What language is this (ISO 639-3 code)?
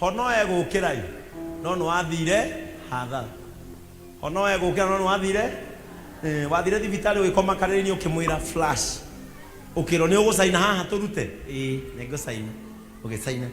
kik